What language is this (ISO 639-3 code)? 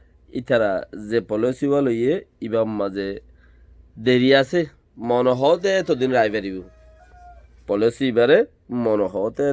rhg